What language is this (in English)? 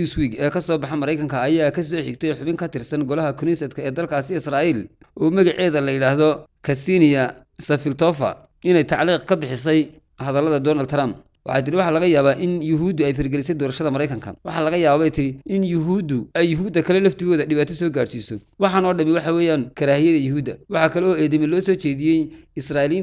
Somali